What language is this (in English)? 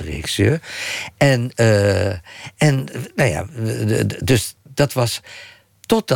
Dutch